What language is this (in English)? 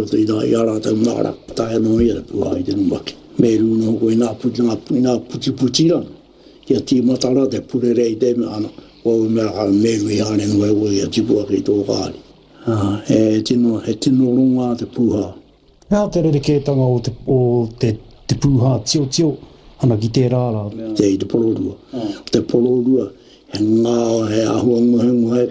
Māori